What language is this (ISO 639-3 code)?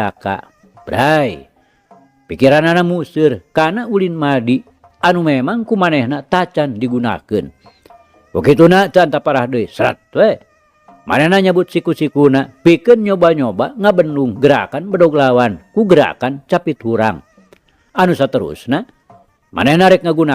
sun